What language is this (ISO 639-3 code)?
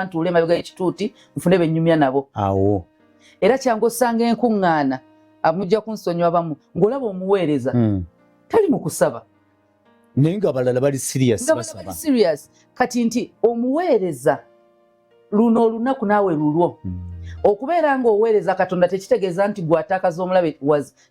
lug